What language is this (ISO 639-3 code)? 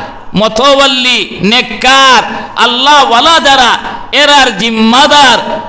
syl